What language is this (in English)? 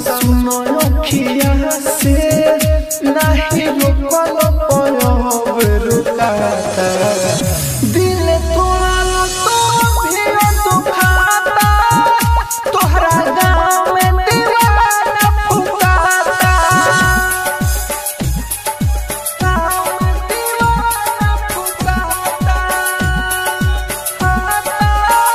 Bhojpuri